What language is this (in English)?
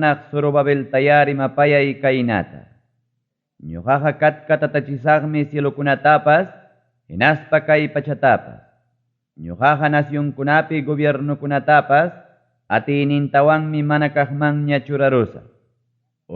Ayacucho Quechua